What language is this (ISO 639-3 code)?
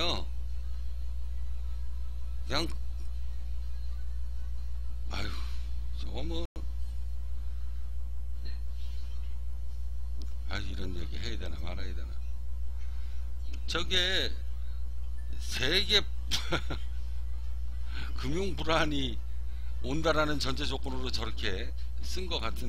kor